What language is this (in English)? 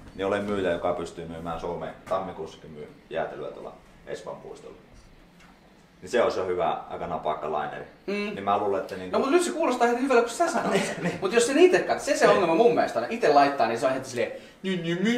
Finnish